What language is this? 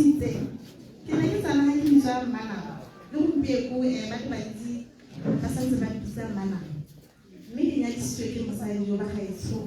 Tswana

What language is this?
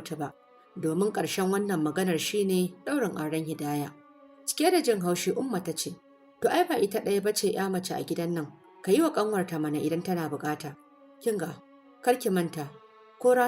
Hausa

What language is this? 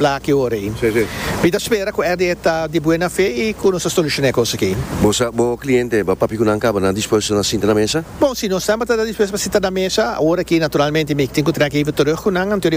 Papiamento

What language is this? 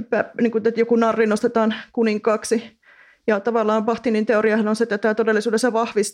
Finnish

